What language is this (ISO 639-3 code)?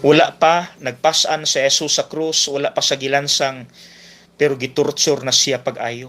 ceb